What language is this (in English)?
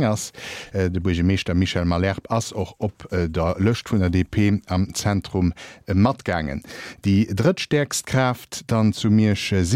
Luxembourgish